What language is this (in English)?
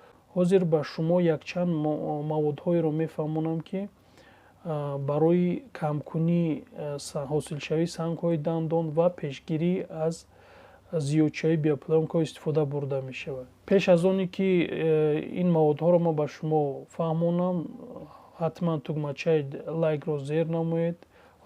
Tajik